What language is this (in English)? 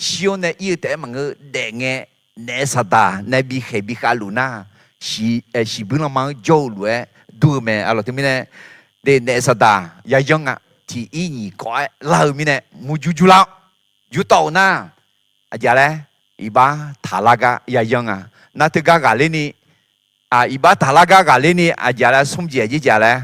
Akha